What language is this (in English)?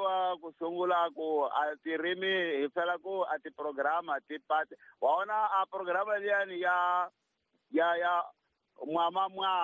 Tsonga